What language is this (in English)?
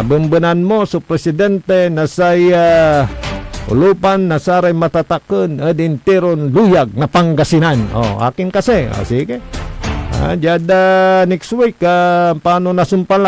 Pangasinan